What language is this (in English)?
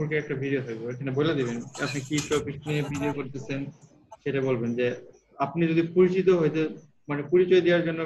Bangla